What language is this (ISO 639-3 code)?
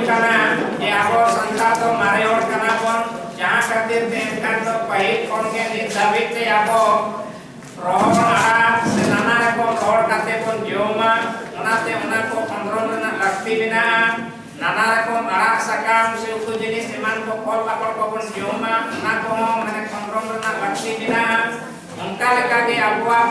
sat